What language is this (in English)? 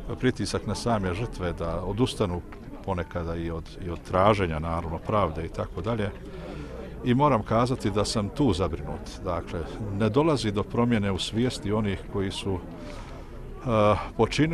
Bosnian